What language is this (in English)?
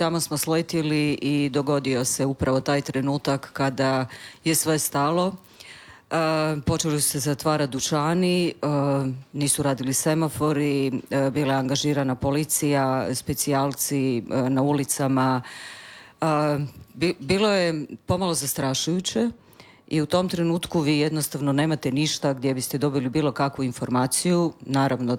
Croatian